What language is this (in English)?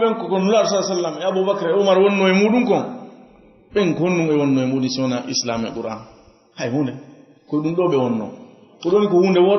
Fula